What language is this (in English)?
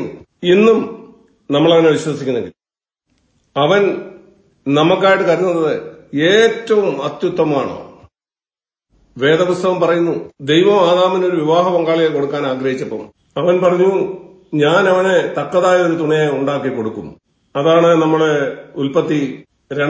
Malayalam